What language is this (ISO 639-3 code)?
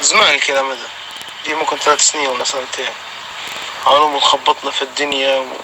apc